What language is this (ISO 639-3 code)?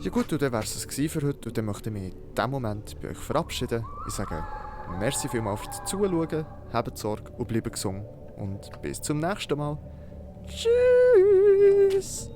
gsw